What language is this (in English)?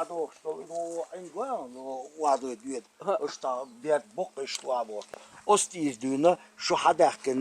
Chechen